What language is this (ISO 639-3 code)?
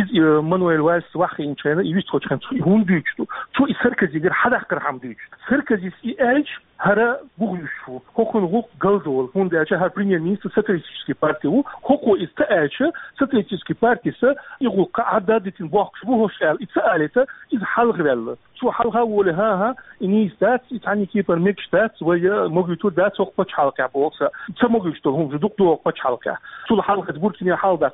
che